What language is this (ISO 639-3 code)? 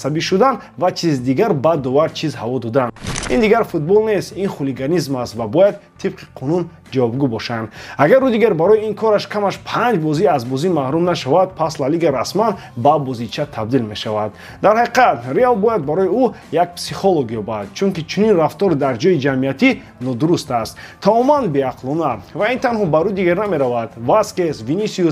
tgk